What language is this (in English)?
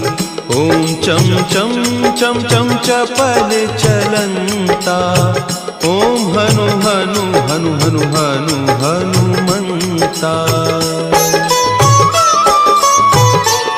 Hindi